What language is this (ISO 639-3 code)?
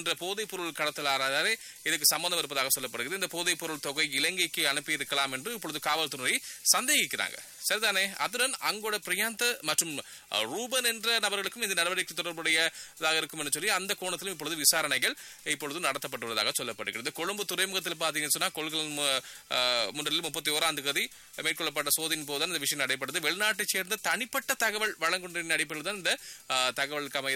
tam